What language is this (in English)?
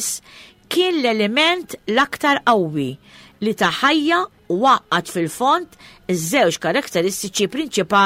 Maltese